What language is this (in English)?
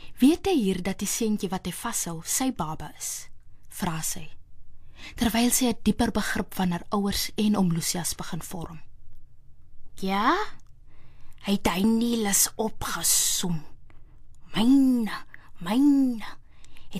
Afrikaans